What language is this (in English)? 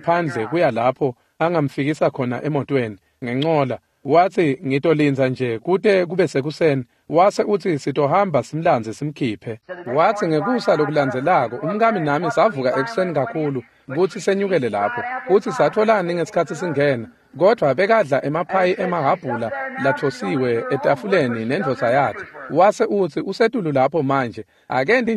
Swati